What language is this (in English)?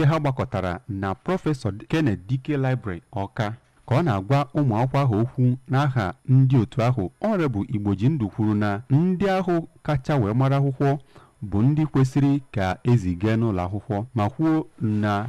Igbo